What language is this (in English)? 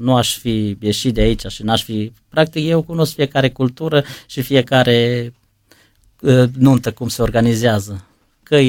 Romanian